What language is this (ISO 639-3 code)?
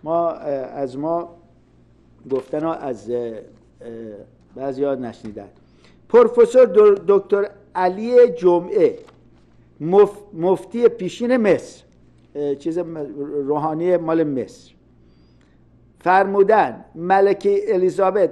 fas